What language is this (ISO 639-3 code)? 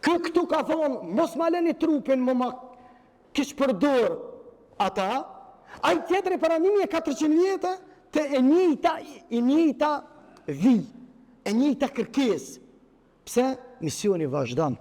sqi